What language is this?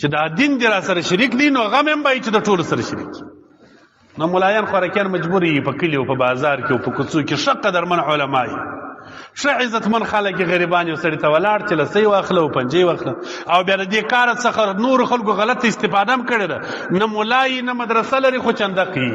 Pashto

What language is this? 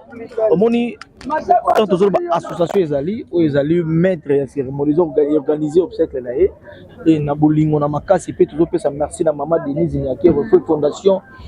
Lingala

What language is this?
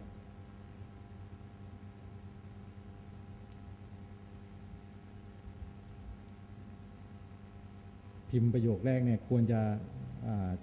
Thai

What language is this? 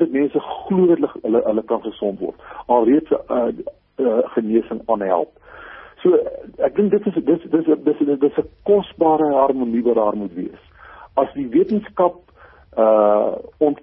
Afrikaans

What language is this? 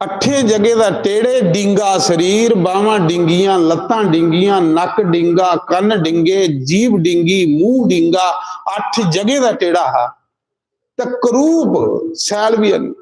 Dogri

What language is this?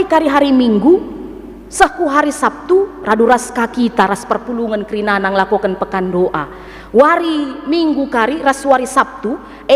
Batak Karo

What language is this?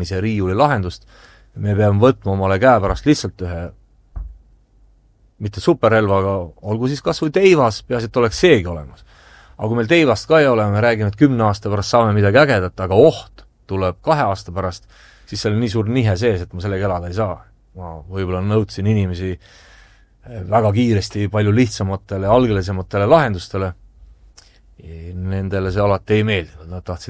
Estonian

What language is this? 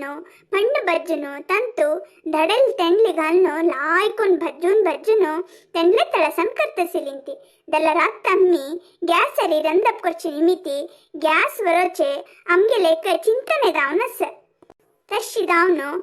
Konkani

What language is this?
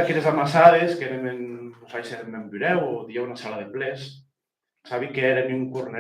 Occitan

